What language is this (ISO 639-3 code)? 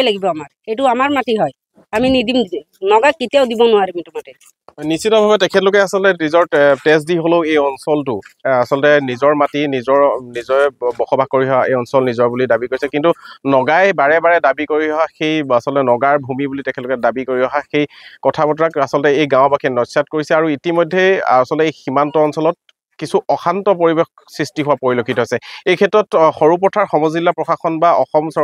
asm